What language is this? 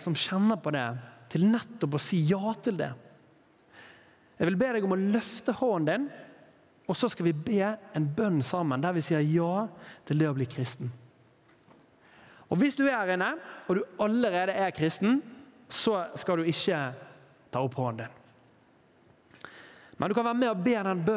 Norwegian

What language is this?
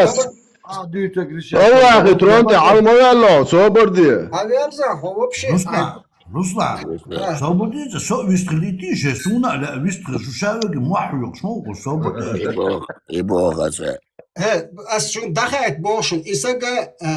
Chechen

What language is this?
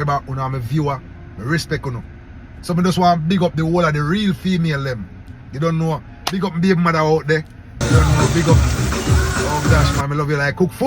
Jamaican Creole English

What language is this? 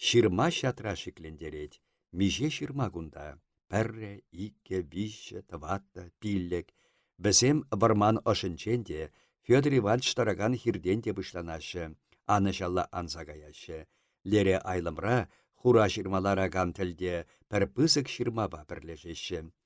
Chuvash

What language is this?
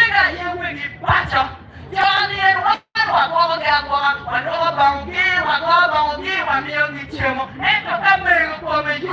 Acoli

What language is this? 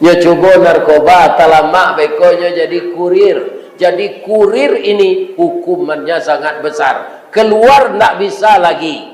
Minangkabau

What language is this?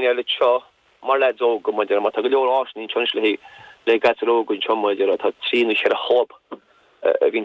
Irish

